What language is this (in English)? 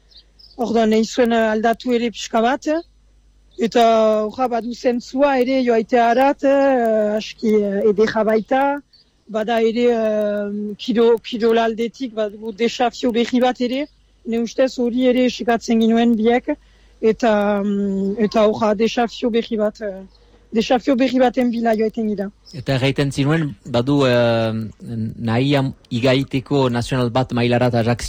Basque